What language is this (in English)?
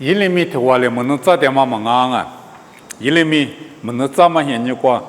Lisu